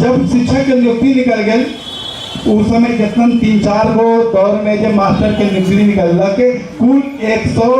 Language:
Magahi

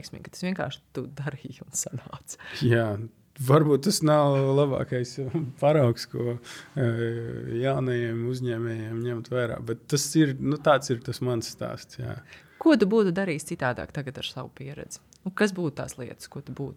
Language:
Latvian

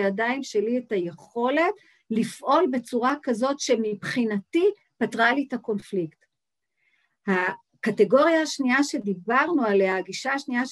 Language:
Hebrew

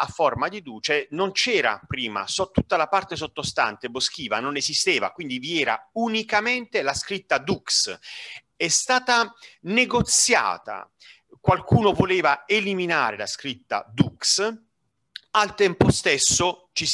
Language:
Italian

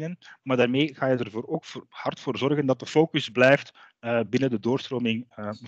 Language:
Dutch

